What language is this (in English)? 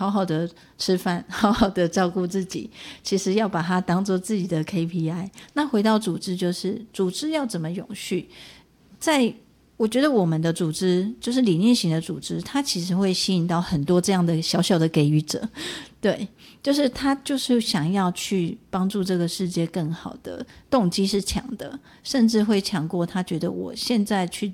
Chinese